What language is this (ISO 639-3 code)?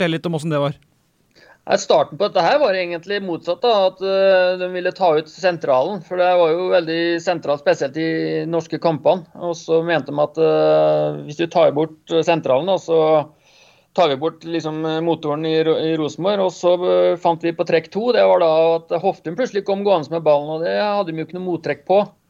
nor